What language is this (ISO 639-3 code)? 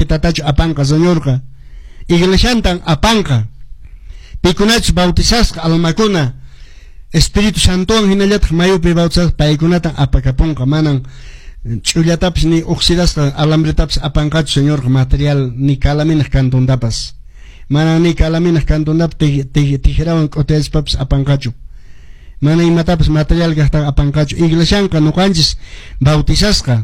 que